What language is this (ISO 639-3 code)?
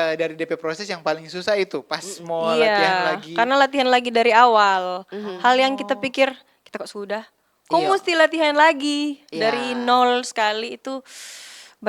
xmm